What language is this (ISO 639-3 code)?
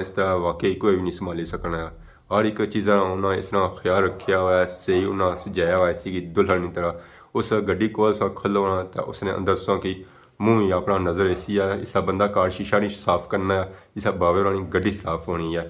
phr